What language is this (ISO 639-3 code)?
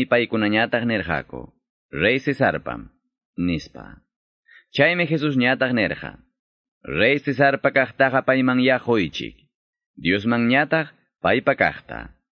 que